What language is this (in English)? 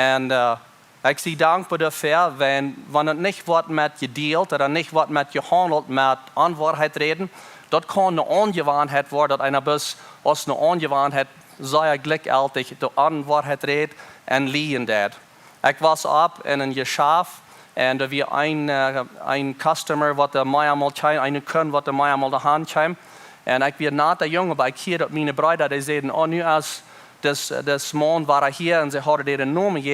Plautdietsch